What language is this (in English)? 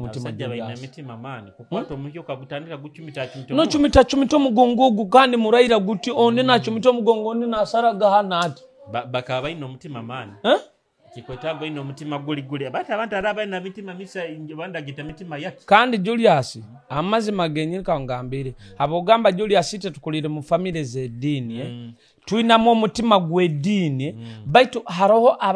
Nyoro